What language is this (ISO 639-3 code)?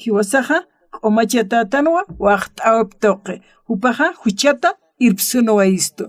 aym